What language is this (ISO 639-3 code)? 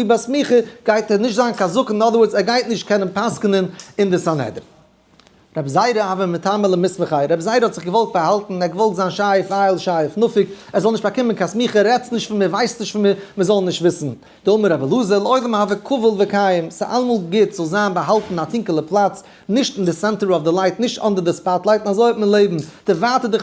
yid